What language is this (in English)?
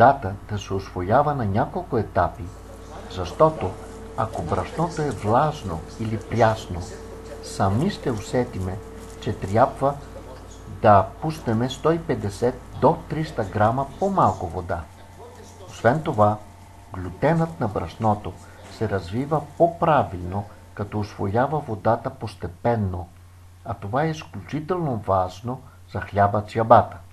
Bulgarian